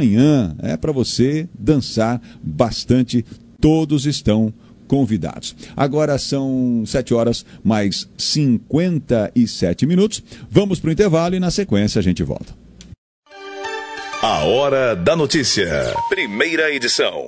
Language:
Portuguese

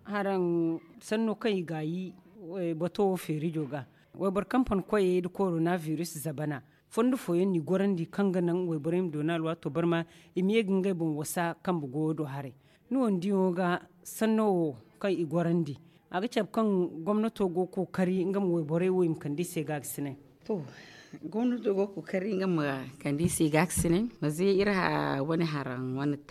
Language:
Zarma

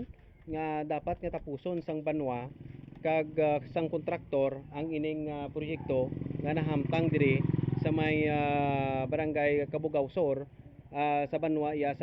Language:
Hiligaynon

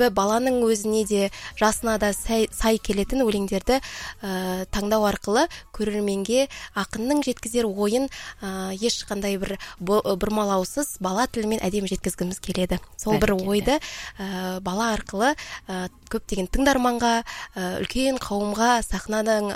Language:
Kazakh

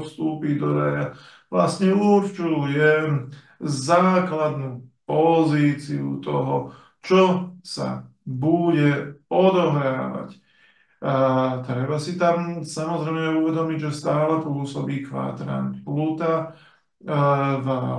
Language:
Slovak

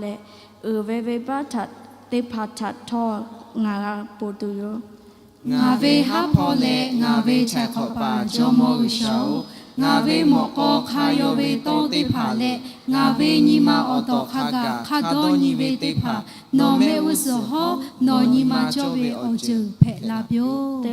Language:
Lahu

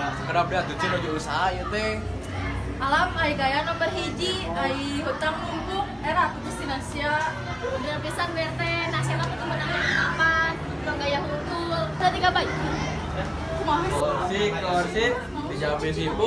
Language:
Sundanese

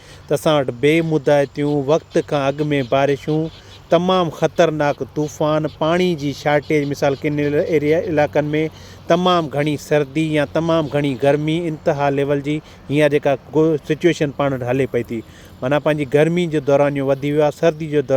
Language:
Sindhi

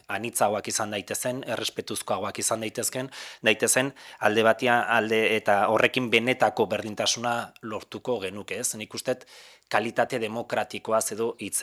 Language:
Basque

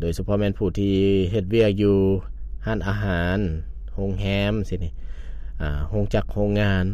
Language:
Lao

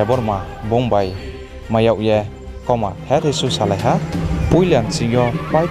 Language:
Riang (India)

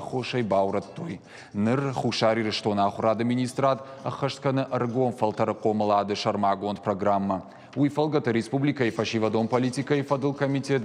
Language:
Ossetic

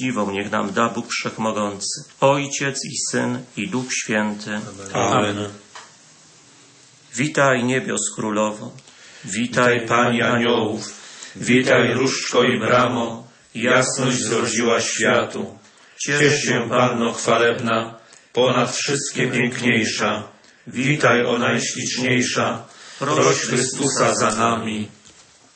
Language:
Polish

